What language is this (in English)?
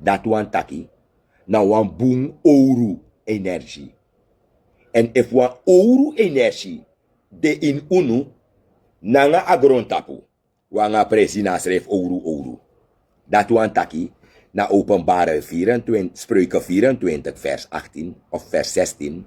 Sranan Tongo